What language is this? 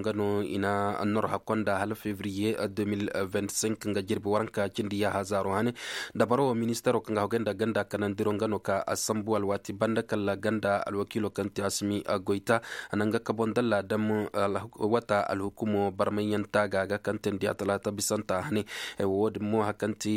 Zarma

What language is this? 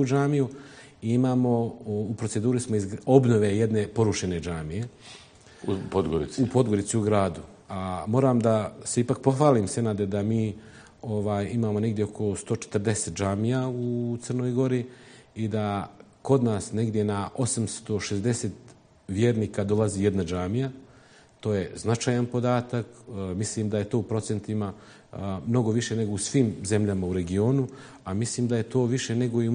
Bosnian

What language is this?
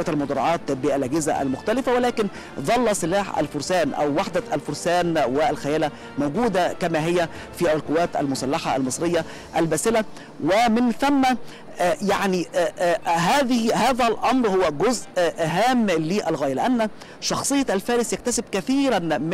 Arabic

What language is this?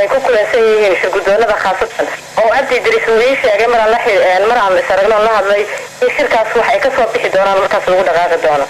Somali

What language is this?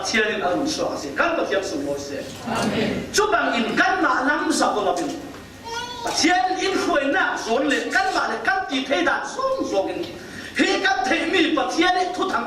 Falam Chin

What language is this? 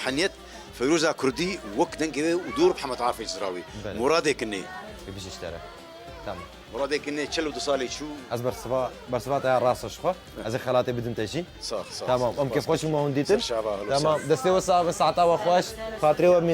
Kurdish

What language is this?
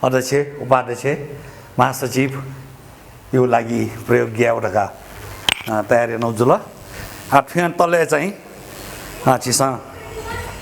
Newari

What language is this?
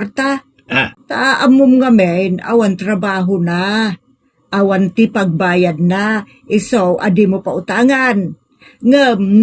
Iloko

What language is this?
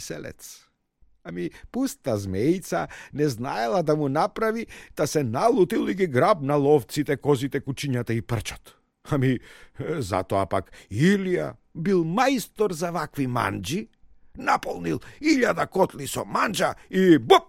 Macedonian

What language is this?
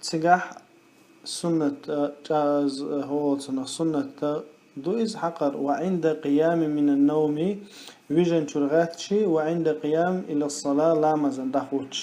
Chechen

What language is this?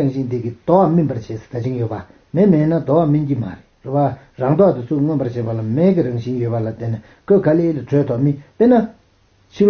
Tibetan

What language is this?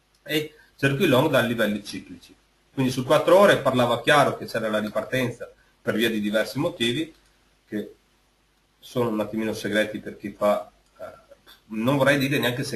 Italian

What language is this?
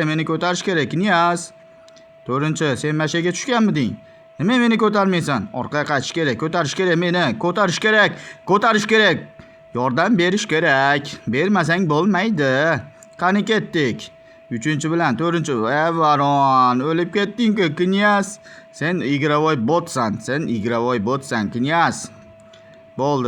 Uzbek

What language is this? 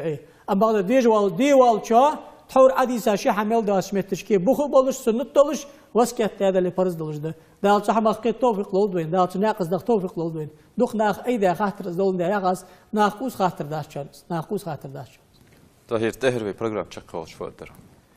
Ingush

